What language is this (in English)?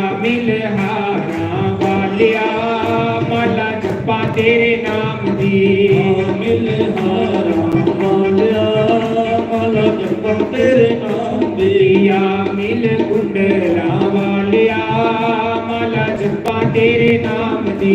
Dogri